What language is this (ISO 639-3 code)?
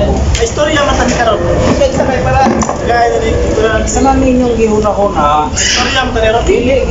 ceb